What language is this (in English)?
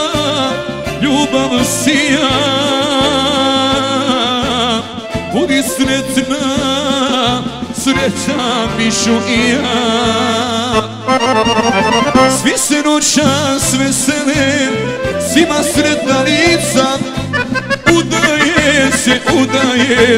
Bosnian